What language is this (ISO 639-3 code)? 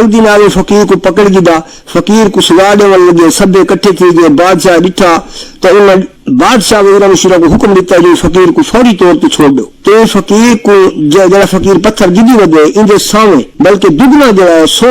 skr